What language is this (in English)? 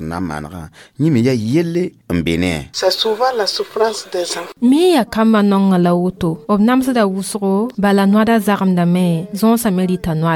Mossi